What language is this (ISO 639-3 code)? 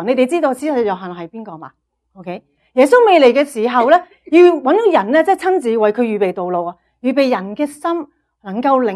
yue